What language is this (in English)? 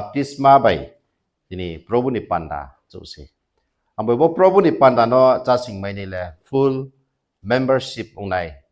Riang (India)